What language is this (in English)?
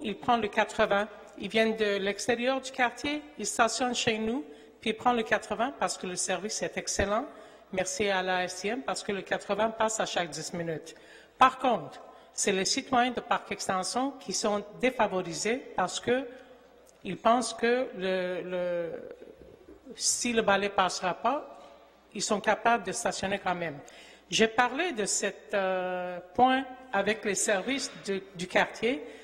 French